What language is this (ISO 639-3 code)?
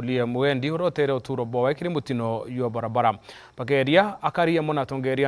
mer